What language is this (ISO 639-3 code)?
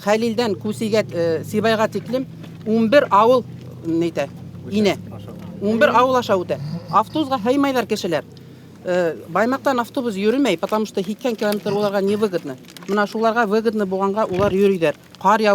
bak